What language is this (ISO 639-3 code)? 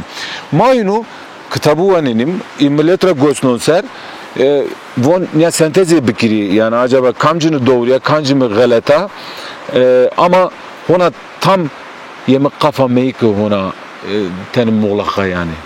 zza